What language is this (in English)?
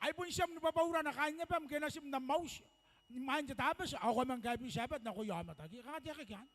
Gilbertese